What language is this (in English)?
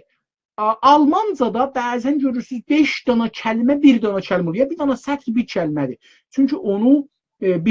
South Azerbaijani